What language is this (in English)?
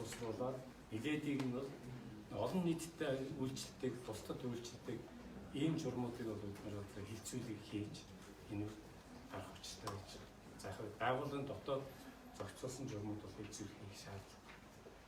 Mongolian